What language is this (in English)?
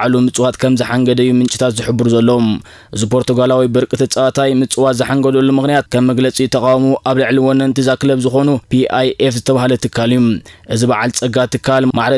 Tigrinya